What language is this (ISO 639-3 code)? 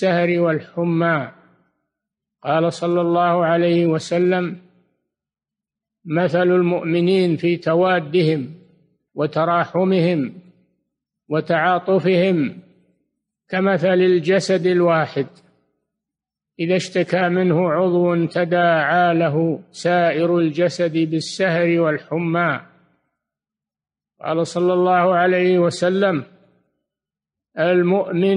ara